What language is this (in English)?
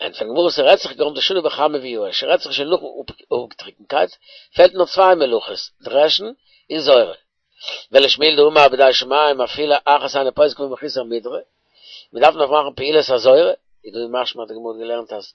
Yiddish